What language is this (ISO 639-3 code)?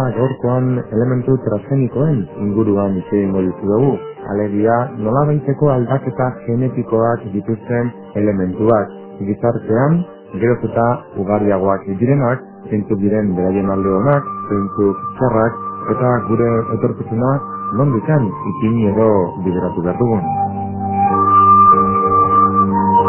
eus